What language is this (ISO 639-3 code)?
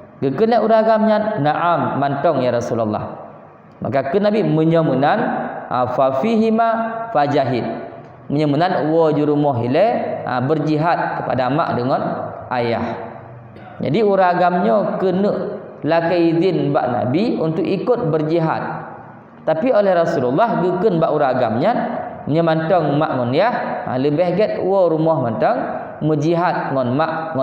ace